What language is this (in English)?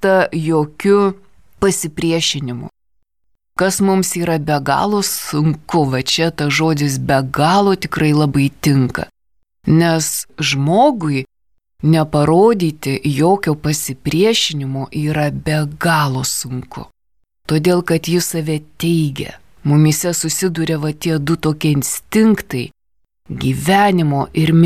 Lithuanian